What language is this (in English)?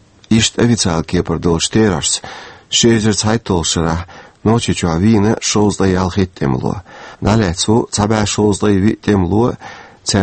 Chechen